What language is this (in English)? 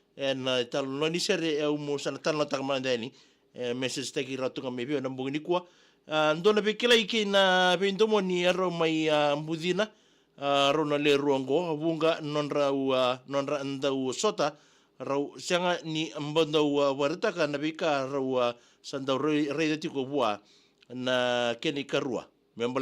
Fijian